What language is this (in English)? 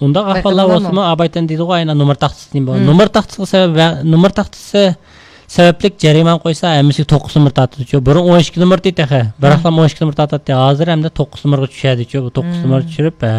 Uyghur